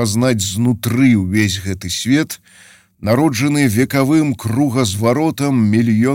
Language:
Belarusian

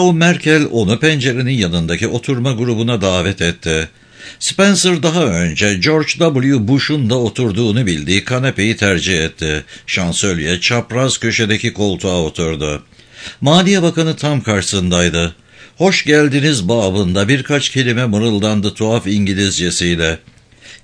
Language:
Turkish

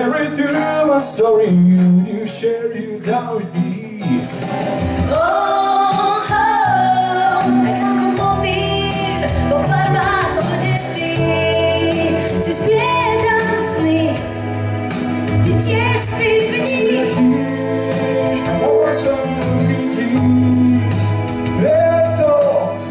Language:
Slovak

